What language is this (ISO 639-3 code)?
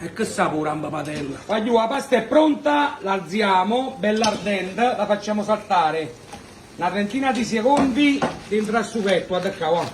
nap